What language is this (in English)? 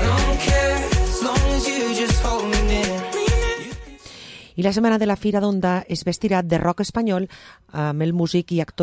Catalan